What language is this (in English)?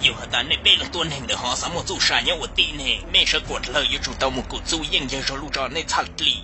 Hmong